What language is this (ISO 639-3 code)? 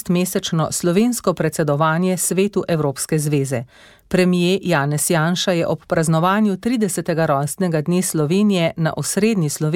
slv